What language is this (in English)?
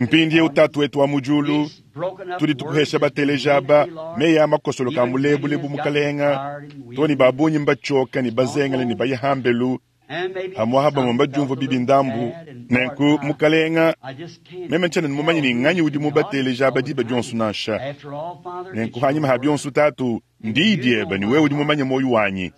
Luba-Lulua